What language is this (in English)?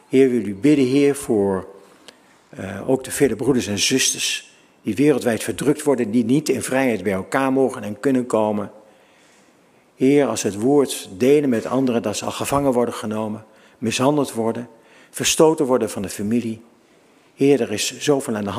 Dutch